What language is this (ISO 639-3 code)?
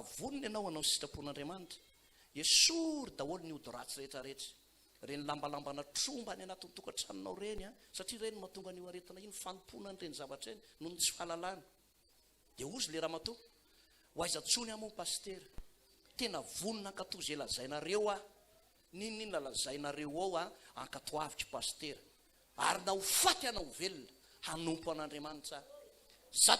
mlg